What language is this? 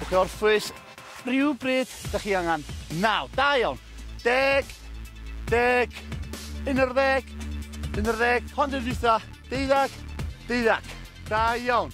Welsh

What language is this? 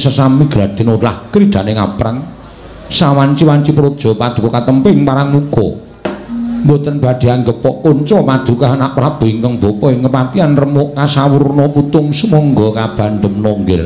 Javanese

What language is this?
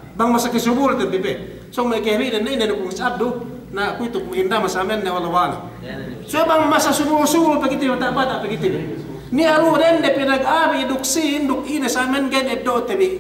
Yakan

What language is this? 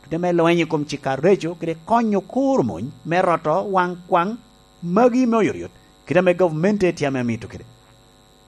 Lango (Uganda)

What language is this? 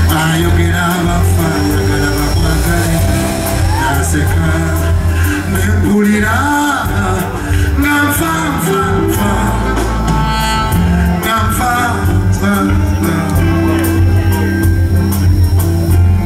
Ganda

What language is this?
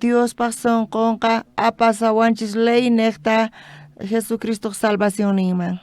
South Bolivian Quechua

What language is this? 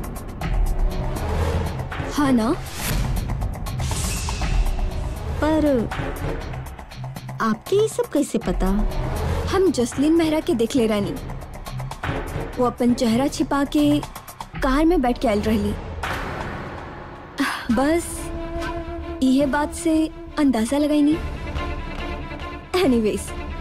Bhojpuri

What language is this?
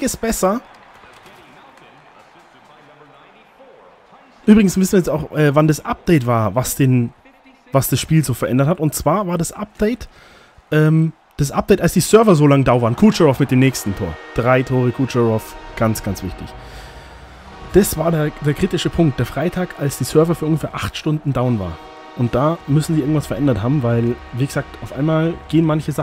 German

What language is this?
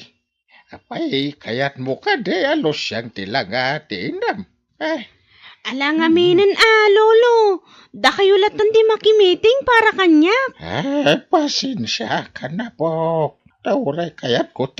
Iloko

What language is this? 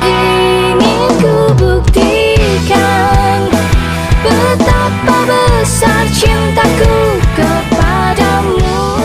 Betawi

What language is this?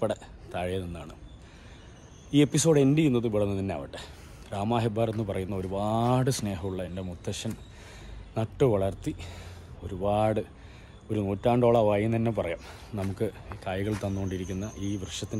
Malayalam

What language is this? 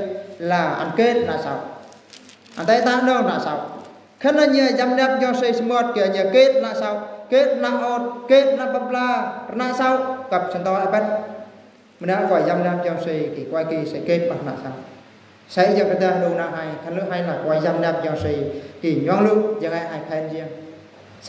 Eastern Bru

